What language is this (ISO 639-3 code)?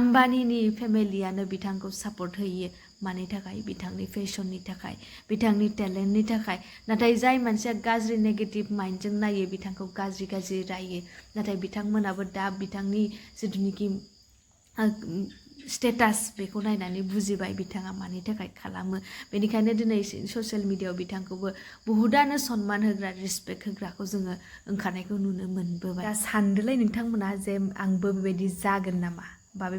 brx